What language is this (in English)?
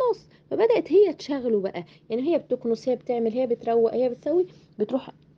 Egyptian Arabic